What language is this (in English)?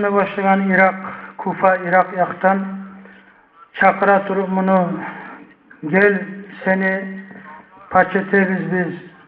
Kumyk